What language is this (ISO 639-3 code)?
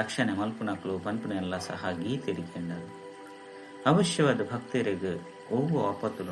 tcy